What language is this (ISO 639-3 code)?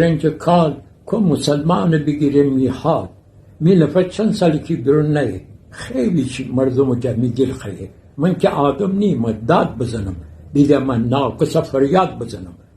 glk